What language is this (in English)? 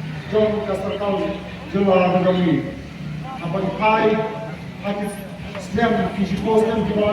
Khasi